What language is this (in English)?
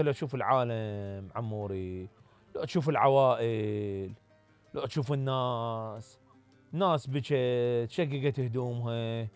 Mesopotamian Arabic